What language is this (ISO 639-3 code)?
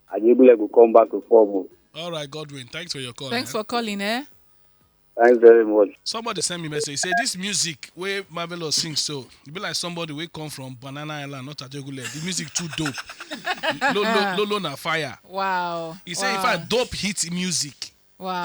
pcm